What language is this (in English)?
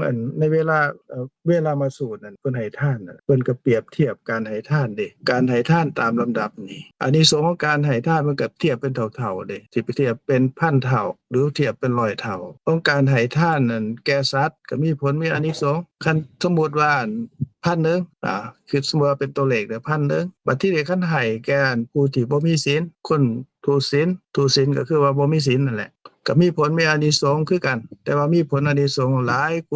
Lao